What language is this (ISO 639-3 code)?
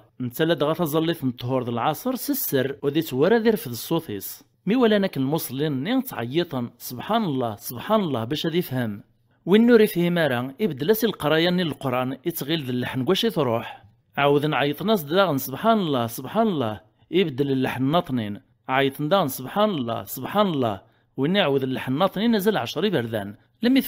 kab